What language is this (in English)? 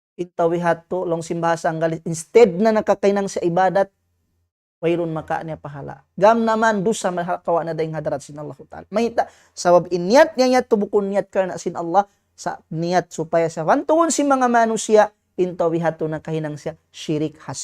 Tausug